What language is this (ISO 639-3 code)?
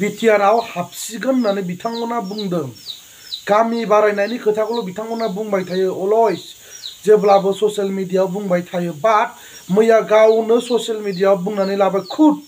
brx